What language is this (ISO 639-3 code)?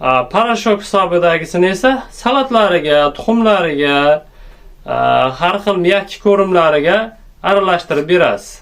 uzb